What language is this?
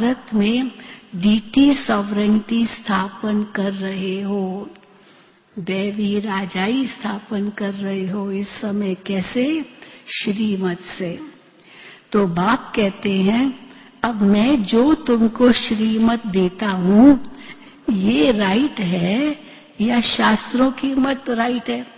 Hindi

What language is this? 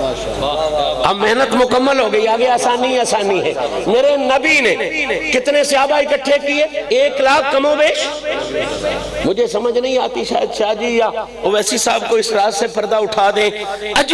Urdu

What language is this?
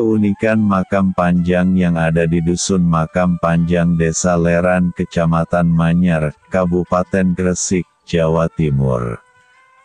Indonesian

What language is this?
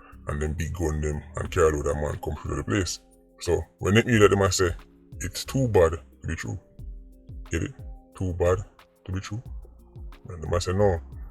Jamaican Creole English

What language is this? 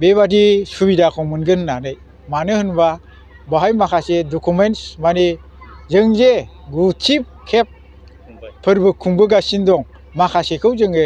Bodo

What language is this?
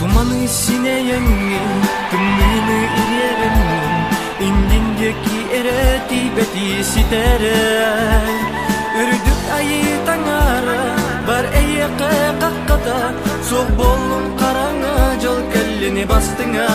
Yakut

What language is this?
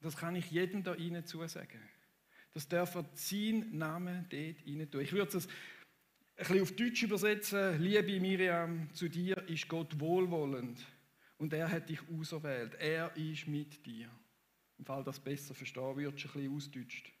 Swiss German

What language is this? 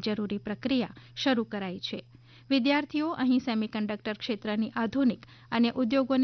Gujarati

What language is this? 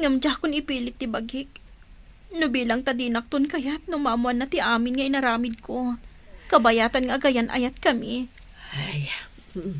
Iloko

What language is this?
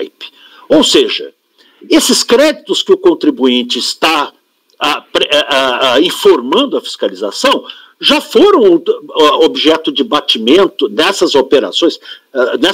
Portuguese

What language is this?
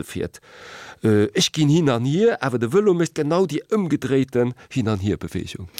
Luxembourgish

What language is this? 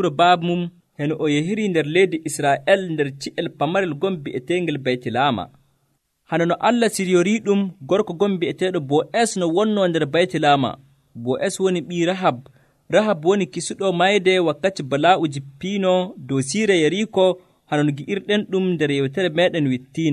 Nigerian Fulfulde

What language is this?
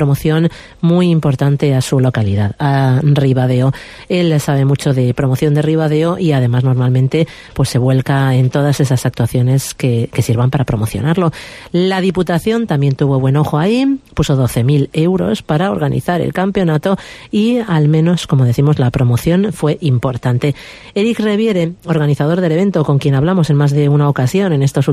Spanish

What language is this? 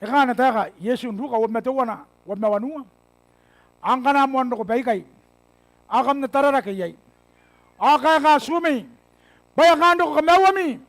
Gilbertese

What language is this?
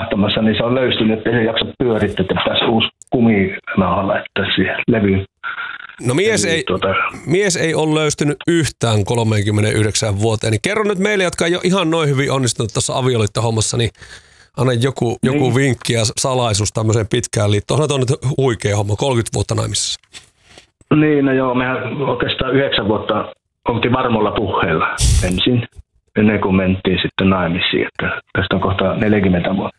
Finnish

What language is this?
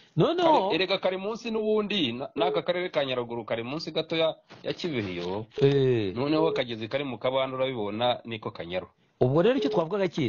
Kinyarwanda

